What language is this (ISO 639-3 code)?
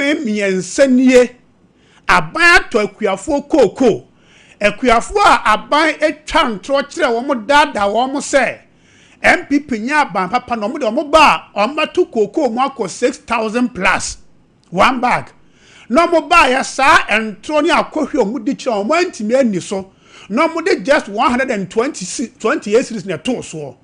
aka